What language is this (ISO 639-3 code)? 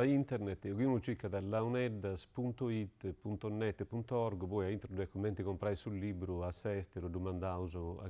srd